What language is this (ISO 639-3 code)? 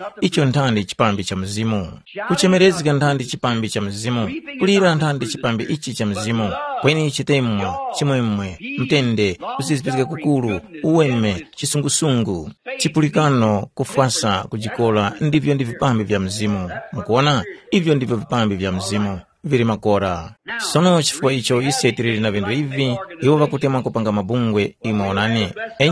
tum